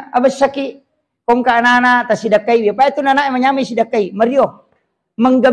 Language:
Buginese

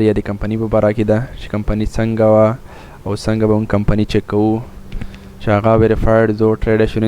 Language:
Pashto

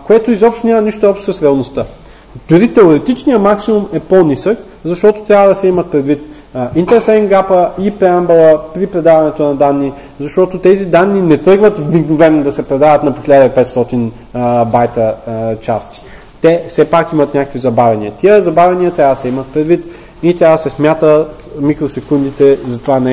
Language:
Bulgarian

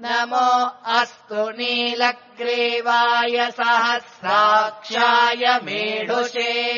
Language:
Sanskrit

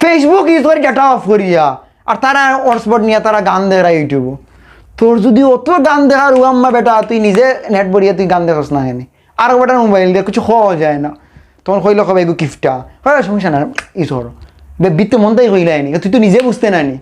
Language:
Sylheti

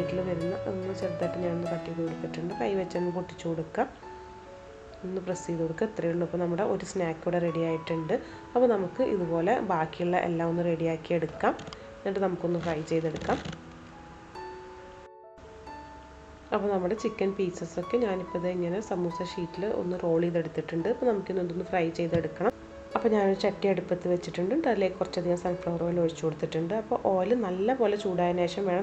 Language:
Malayalam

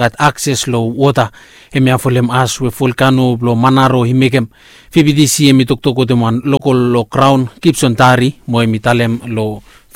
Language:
Bislama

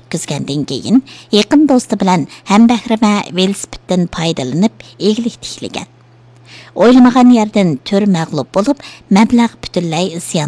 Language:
Uyghur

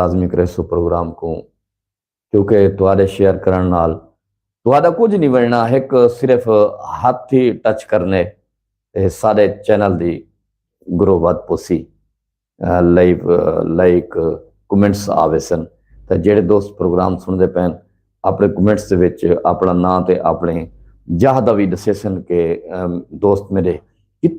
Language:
Saraiki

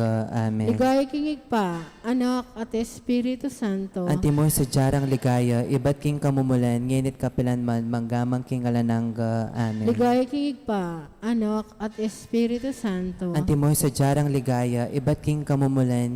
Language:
Pampanga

